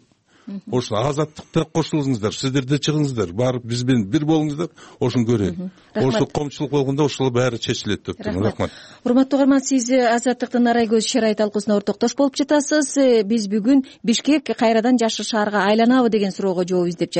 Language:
Kyrgyz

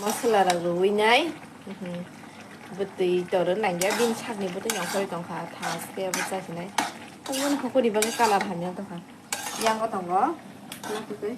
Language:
Kok Borok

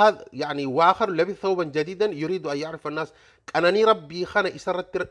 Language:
Oromo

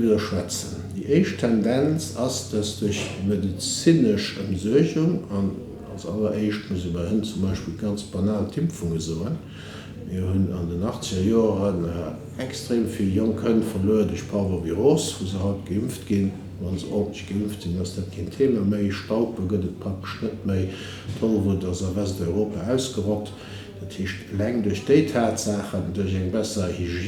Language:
Luxembourgish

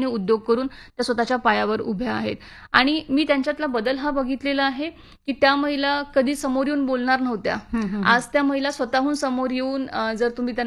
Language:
Marathi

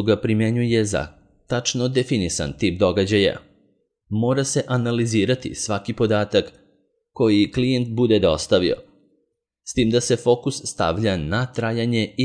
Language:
Serbian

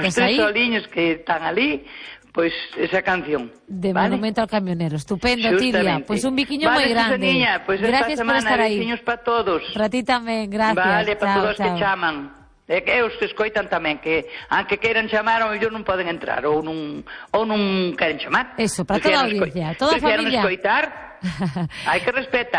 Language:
Galician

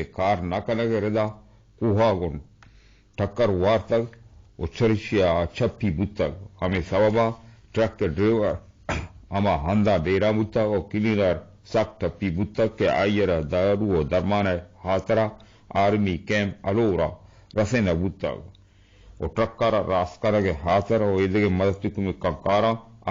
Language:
Eastern Balochi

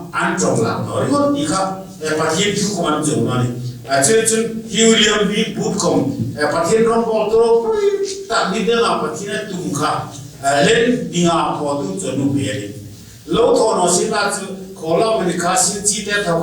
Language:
Hmar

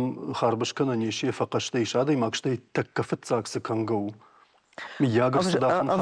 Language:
Ossetic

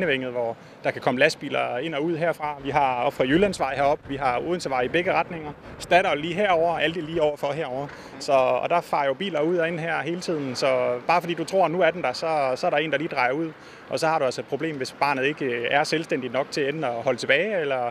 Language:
Danish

